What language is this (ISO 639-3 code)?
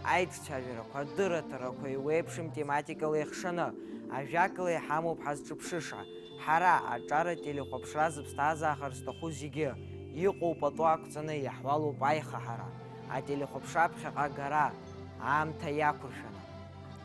abk